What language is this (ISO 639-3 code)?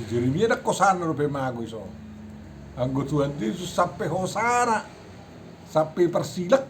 bbc